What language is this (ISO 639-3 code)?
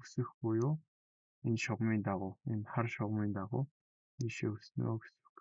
mon